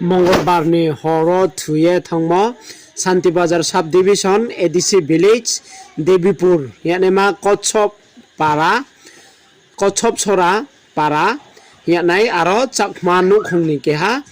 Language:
Riang (India)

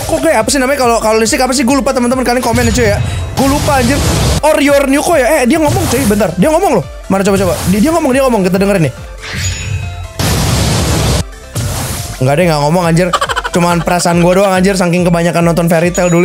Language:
Indonesian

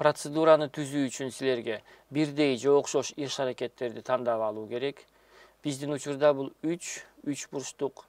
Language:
Kyrgyz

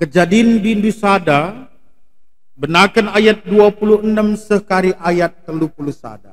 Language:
Batak Karo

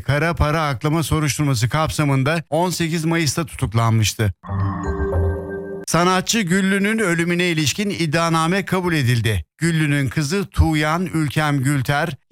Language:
Turkish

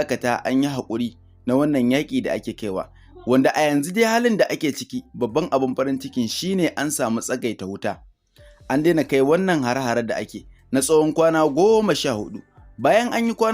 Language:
Hausa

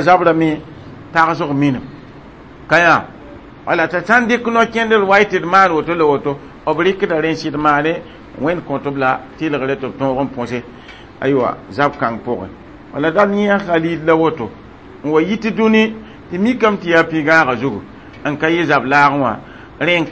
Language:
Mossi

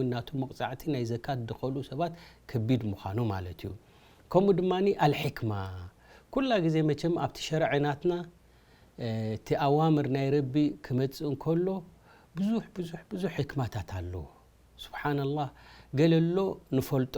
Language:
Tigrinya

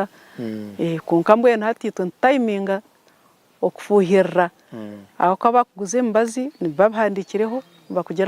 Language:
Nyankole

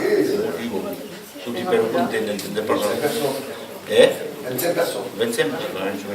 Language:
Occitan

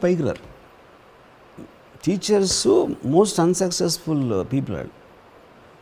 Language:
Telugu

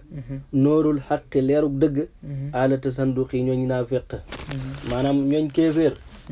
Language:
Wolof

